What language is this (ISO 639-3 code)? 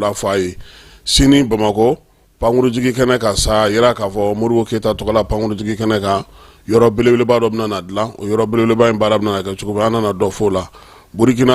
bam